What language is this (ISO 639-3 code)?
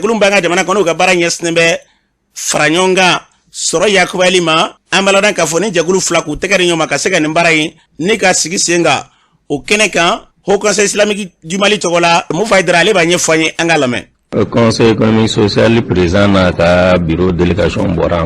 bam